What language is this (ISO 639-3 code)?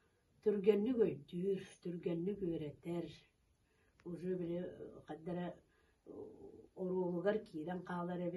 sah